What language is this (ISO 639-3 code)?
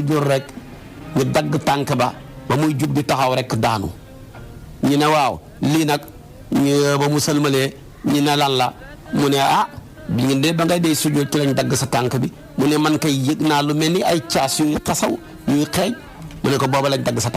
wol